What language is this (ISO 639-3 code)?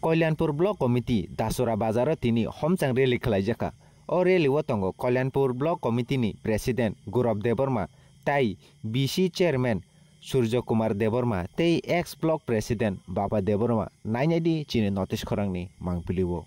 trp